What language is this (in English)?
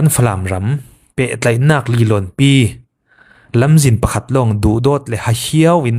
Falam Chin